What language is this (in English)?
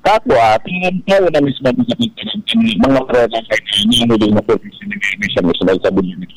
Bikol